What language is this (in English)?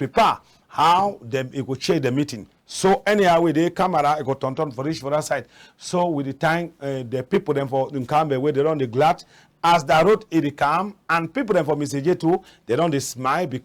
Cameroon Pidgin